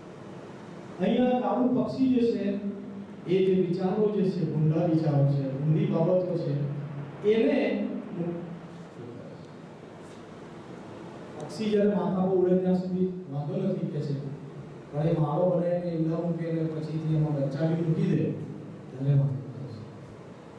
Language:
Gujarati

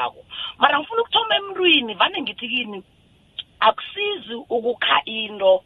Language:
South Ndebele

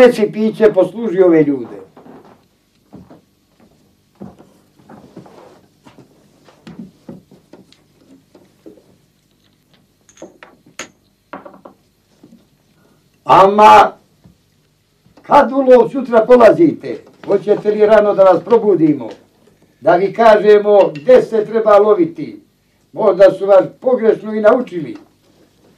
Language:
Bosnian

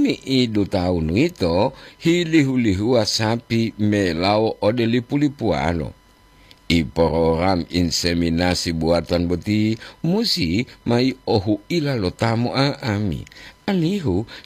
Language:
Gorontalo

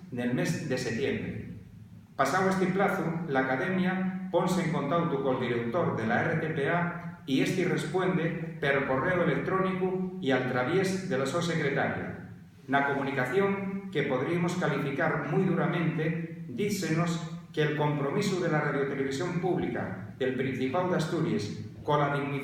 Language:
Asturian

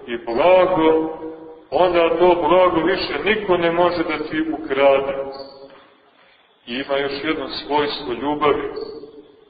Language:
Serbian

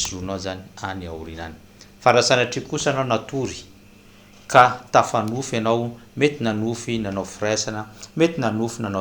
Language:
Malagasy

